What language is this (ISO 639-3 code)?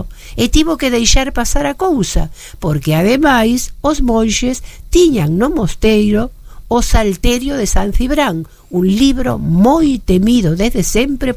glg